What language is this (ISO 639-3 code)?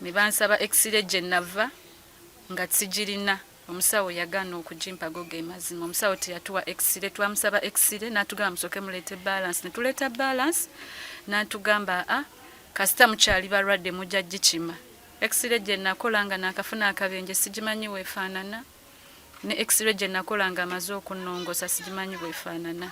lug